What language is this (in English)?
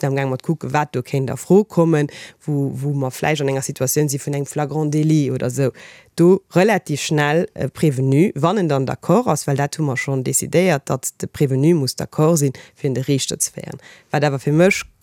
Luxembourgish